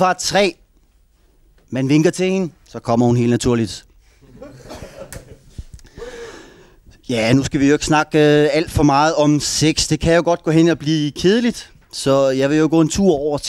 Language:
Danish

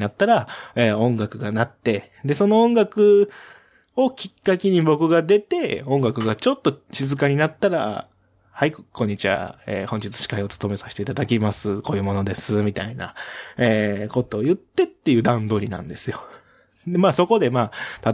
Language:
Japanese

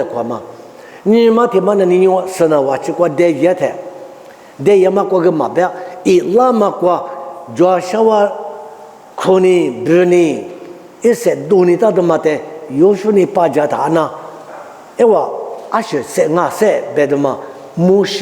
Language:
Lisu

